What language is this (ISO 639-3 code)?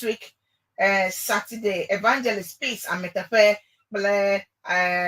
ewe